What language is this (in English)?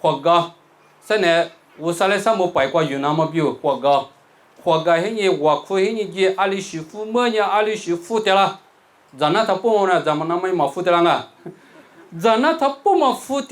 Lisu